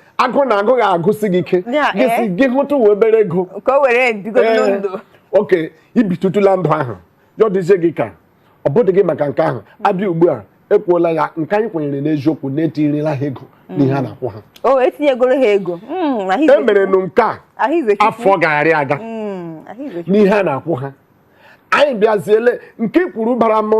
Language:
Igbo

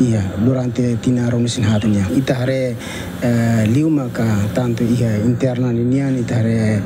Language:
Tetum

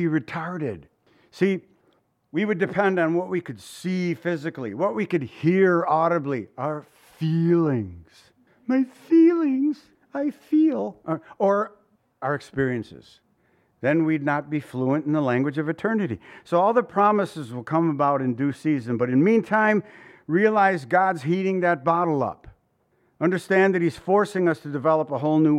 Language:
English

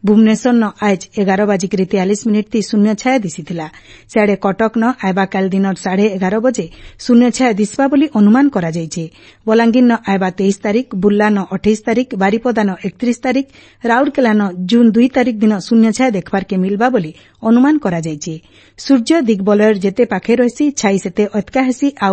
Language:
Odia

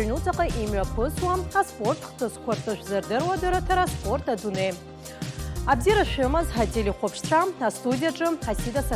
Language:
Abkhazian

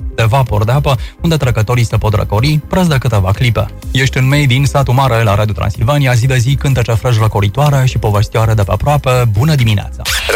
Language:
Romanian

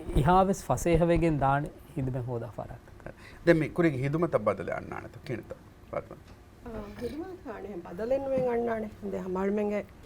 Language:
Divehi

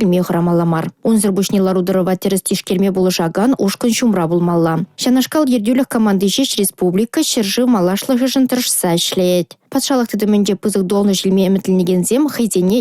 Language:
Chuvash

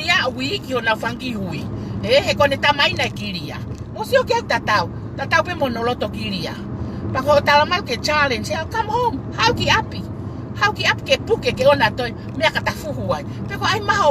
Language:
Tongan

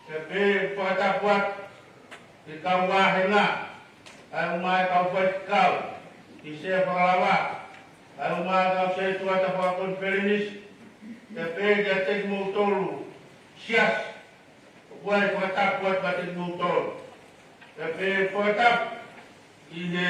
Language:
Tongan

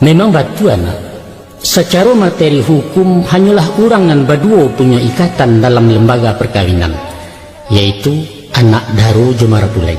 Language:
Minangkabau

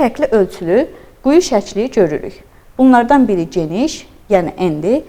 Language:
Azerbaijani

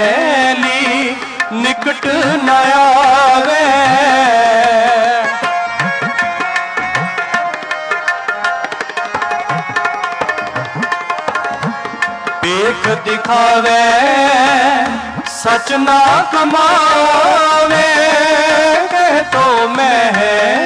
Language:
Punjabi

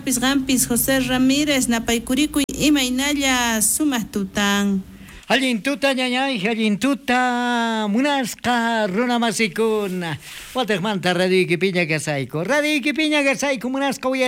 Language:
South Bolivian Quechua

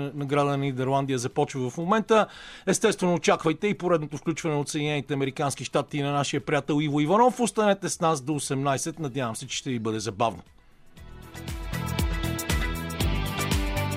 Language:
Bulgarian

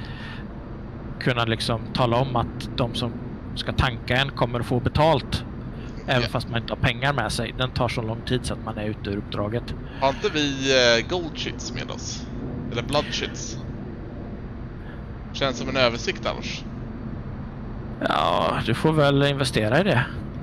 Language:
Swedish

